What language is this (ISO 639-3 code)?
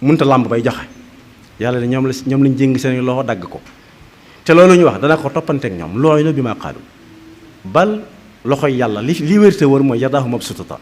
wol